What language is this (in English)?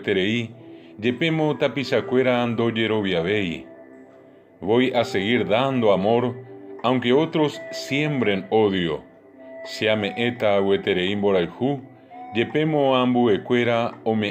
Guarani